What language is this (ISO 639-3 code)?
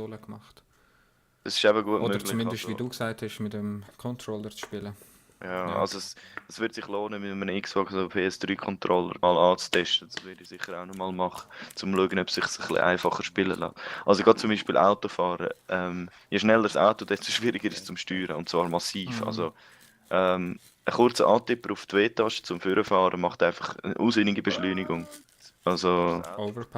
gsw